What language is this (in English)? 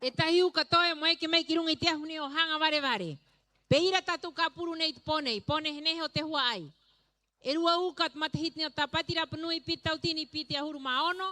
Rapanui